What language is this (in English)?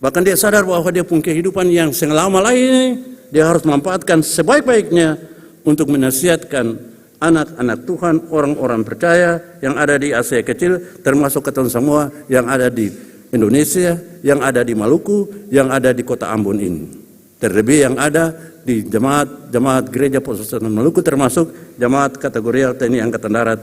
Ambonese Malay